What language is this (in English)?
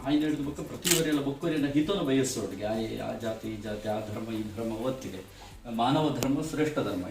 Tulu